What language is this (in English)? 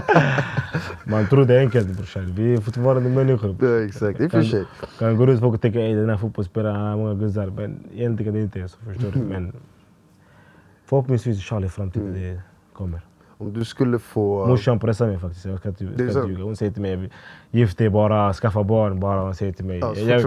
Swedish